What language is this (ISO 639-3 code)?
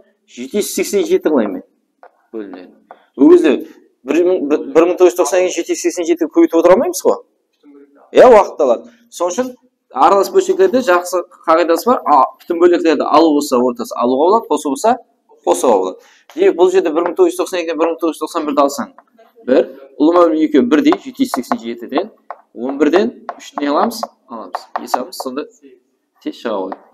kaa